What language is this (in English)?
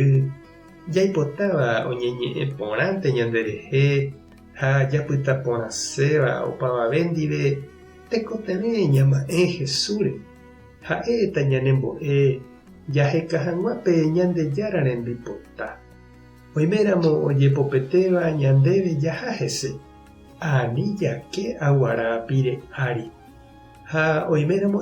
Guarani